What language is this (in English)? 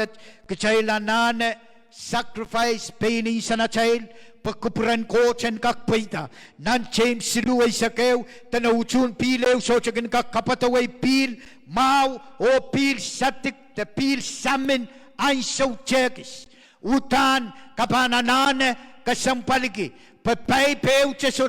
Pohnpeian